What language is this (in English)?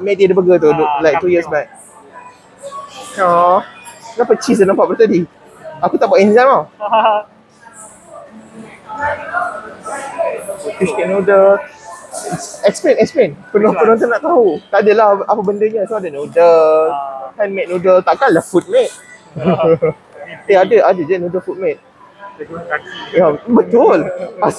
Malay